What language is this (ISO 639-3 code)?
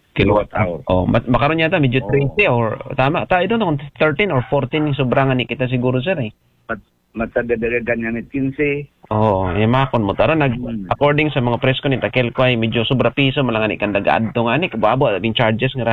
akl